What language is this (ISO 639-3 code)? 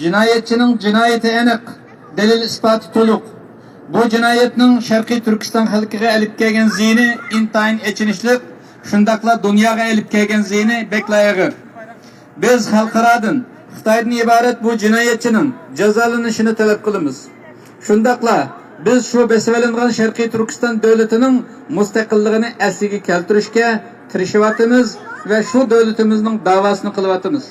uig